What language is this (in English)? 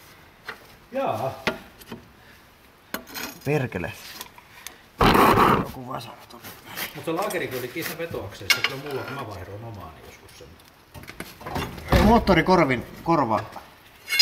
Finnish